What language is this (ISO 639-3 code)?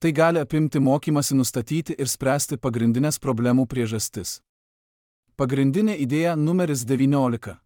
lit